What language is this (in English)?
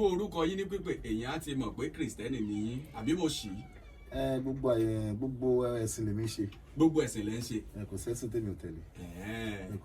Yoruba